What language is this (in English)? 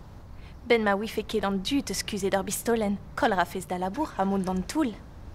Breton